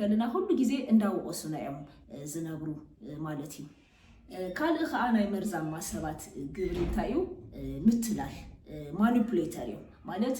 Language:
Tigrinya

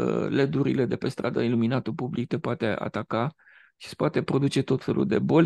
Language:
Romanian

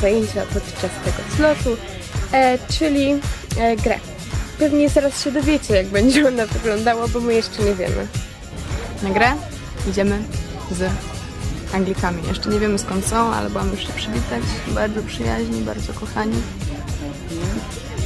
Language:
Polish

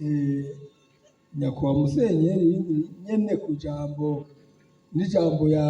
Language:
Rundi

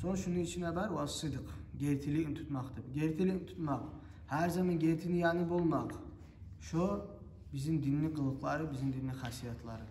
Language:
Kumyk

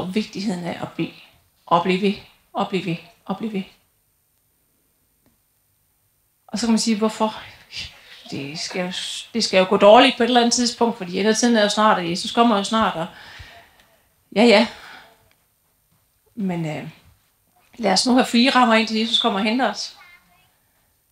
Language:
Danish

